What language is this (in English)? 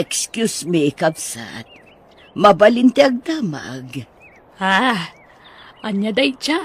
Iloko